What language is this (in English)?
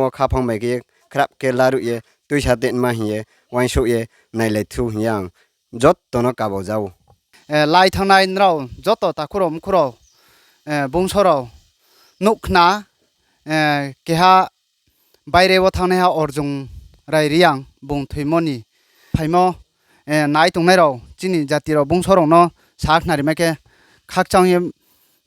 Riang (India)